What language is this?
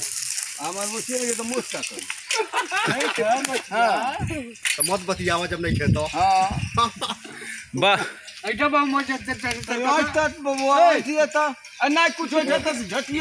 Bhojpuri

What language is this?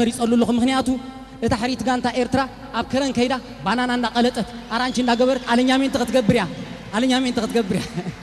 Tigrinya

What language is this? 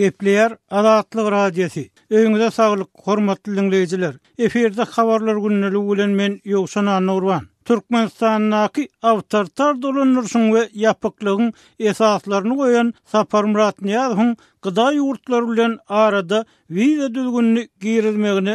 Turkmen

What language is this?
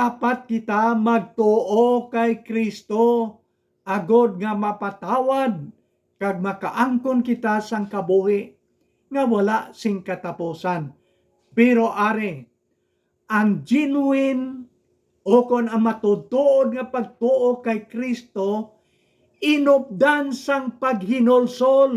Hiligaynon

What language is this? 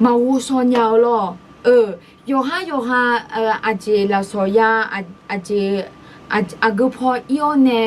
Akha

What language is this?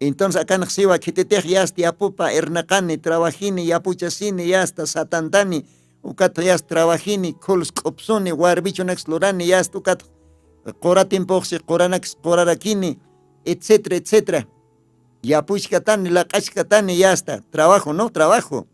Aymara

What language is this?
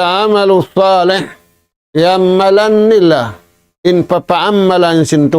Tausug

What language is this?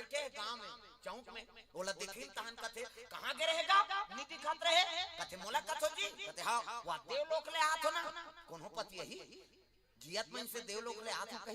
Chhattisgarhi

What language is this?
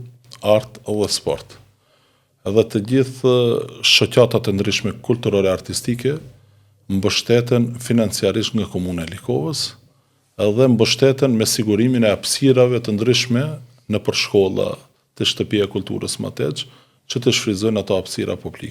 Albanian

